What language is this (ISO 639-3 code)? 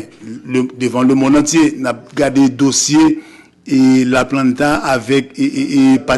hat